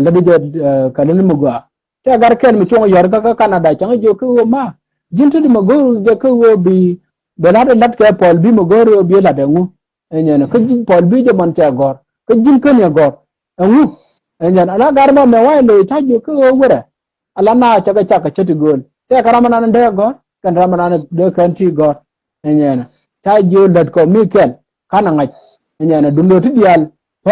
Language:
Nuer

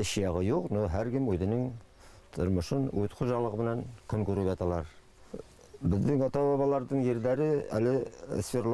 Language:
Bashkir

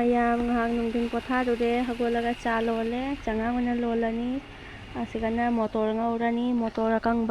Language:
Manipuri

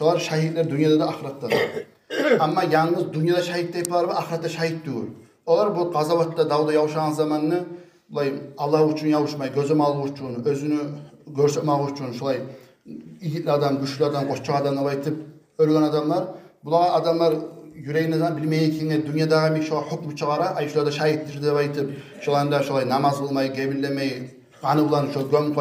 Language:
Kumyk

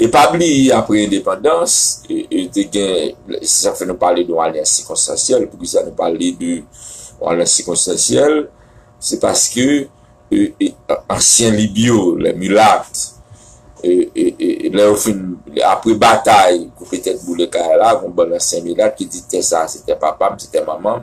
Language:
Haitian Creole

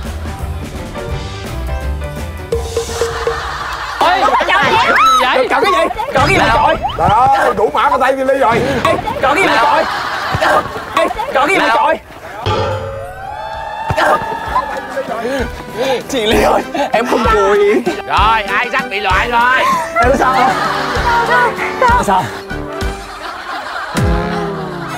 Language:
Vietnamese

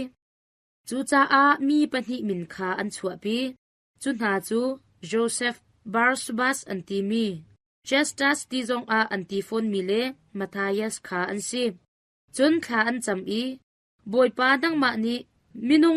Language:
Hakha Chin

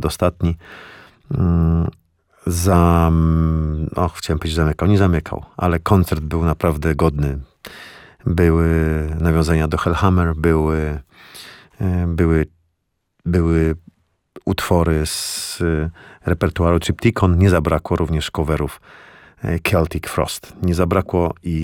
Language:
Polish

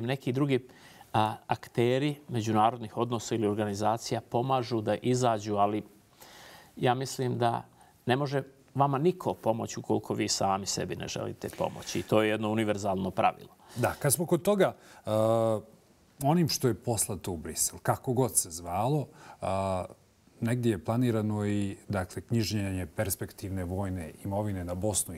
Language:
Bosnian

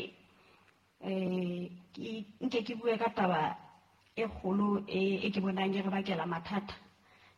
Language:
Southern Sotho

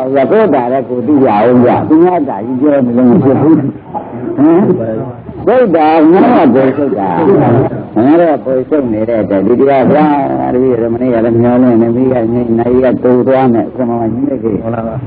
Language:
Burmese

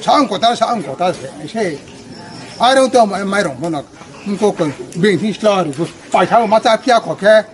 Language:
Riang (India)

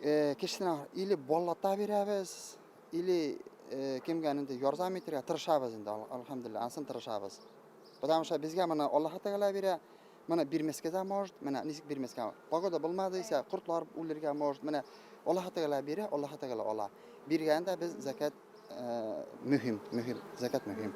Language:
Bashkir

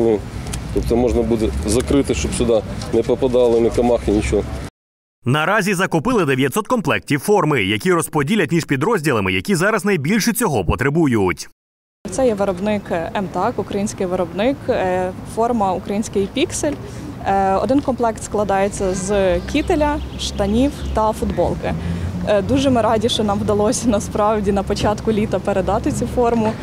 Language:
Ukrainian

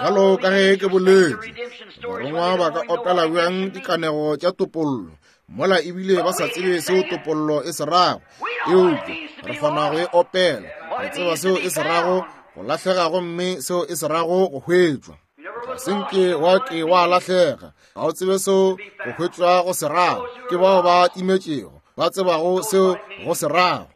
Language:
Northern Sotho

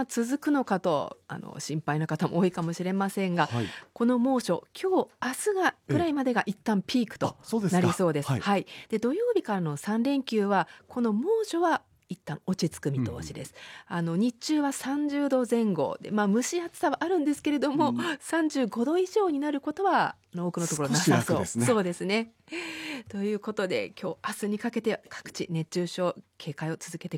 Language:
Japanese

